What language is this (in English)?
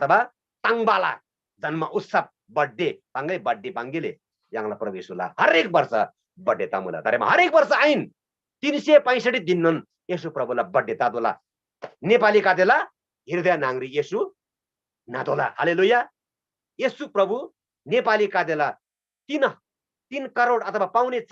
Eastern Tamang